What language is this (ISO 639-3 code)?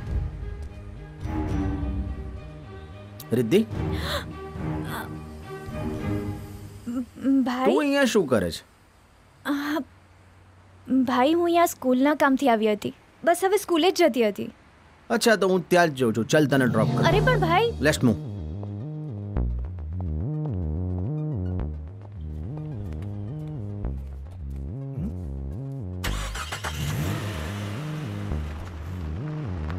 guj